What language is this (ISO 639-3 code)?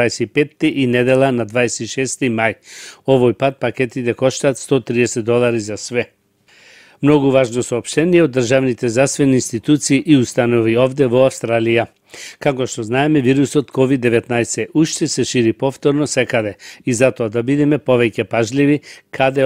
mkd